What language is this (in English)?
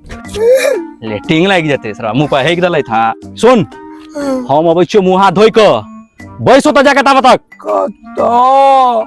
Maithili